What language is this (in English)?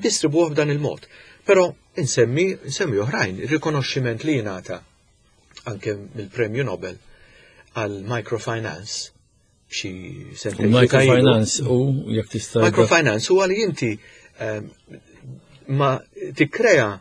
Maltese